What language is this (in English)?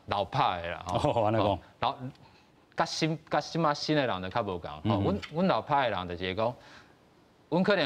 Min Nan Chinese